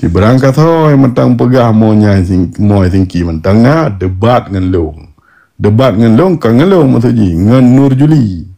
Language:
Achinese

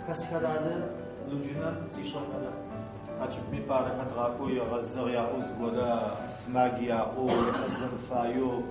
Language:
Adyghe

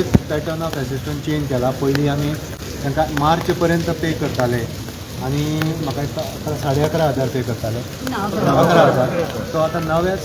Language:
Konkani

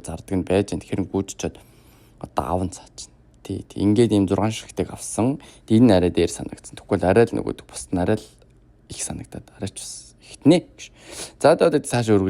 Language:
Mongolian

